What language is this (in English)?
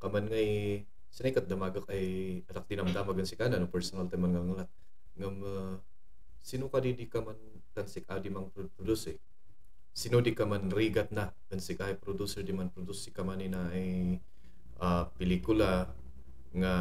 Kankanaey